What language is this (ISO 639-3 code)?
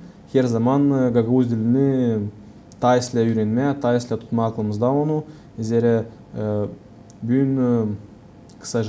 gag